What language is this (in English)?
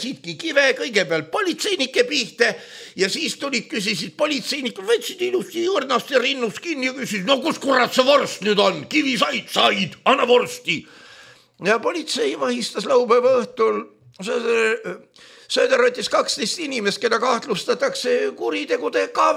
Estonian